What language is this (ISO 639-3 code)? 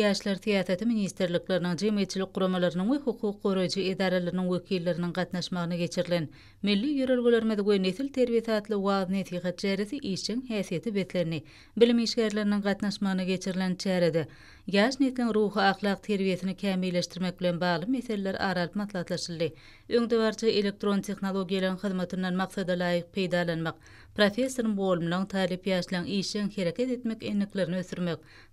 tuk